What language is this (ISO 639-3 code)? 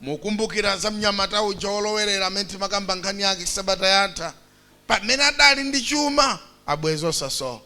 nya